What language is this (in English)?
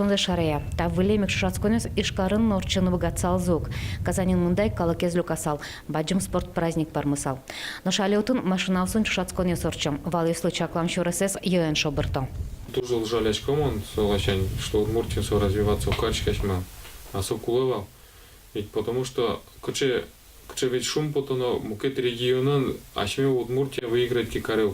Udmurt